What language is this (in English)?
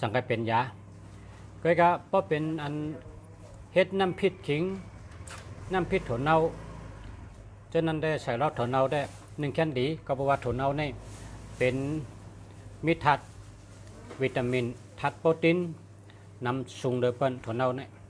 Shan